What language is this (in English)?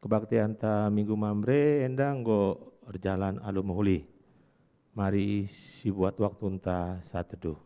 Batak Karo